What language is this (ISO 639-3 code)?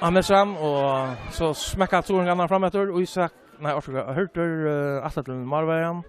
fao